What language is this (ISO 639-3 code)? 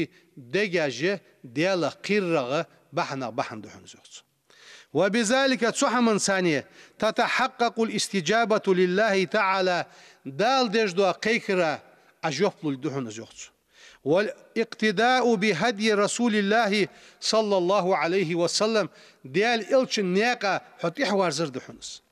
inh